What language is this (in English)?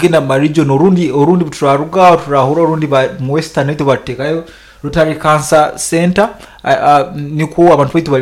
Nyoro